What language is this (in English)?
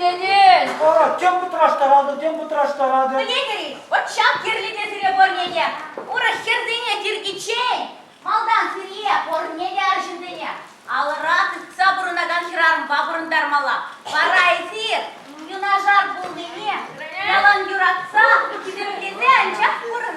Chuvash